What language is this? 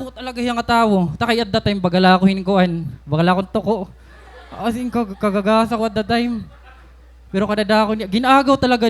Waray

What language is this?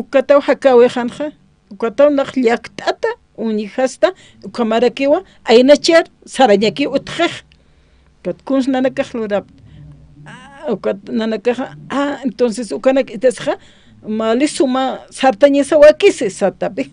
Aymara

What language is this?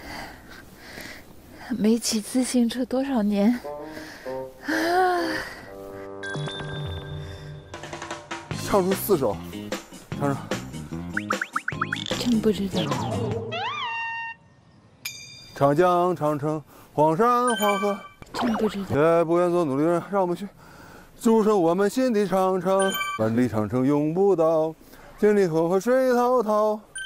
Chinese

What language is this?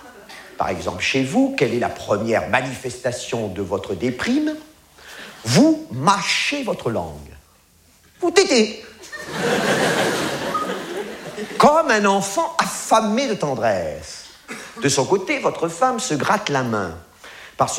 French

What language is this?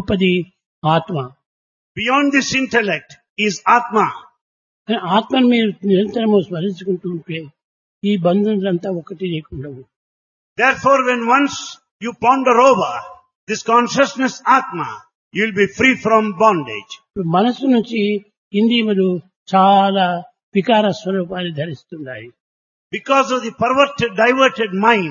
Telugu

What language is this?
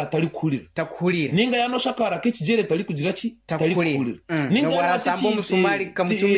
Nyankole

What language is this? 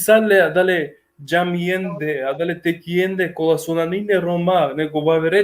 Balkan Romani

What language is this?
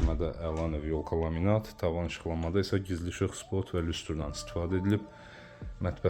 Azerbaijani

